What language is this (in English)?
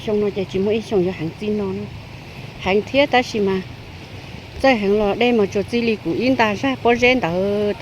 Hmong